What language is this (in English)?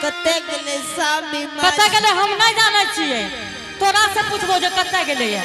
Angika